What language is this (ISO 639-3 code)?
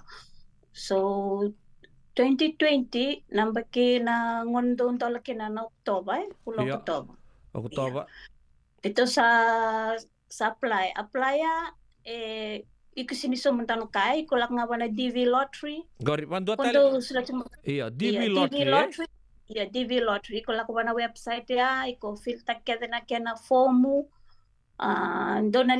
fij